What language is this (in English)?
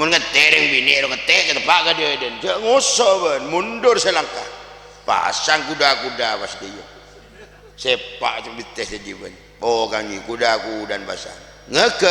Madurese